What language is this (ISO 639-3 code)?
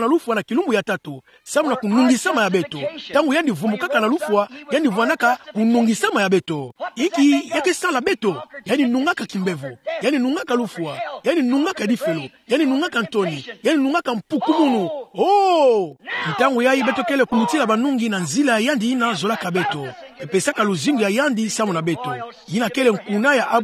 ktu